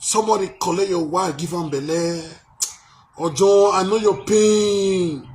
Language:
Nigerian Pidgin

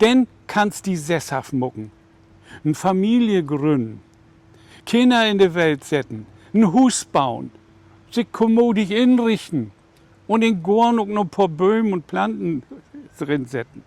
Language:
Low German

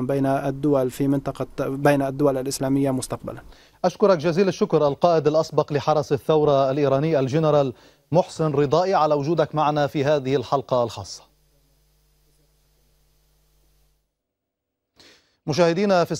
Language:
Arabic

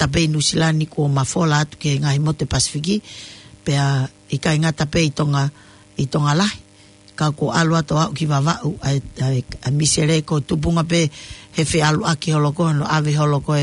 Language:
Tongan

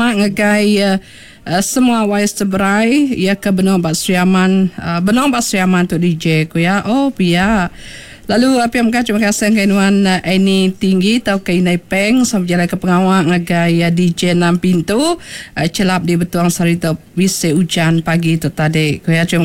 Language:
Iban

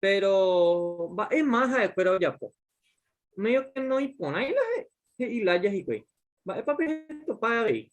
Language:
Guarani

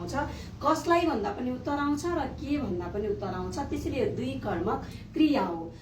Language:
Nepali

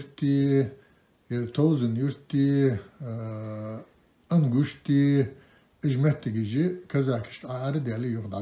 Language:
Ingush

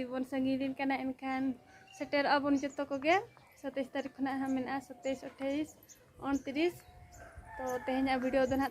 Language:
Santali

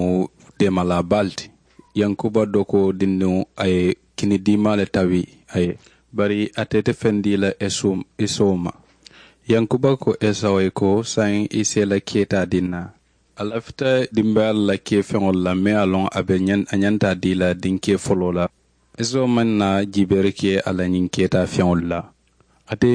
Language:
Mandingo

